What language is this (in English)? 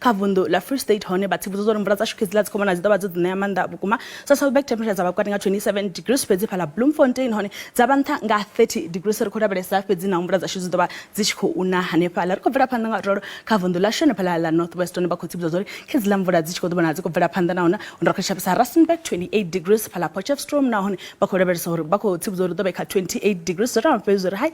Venda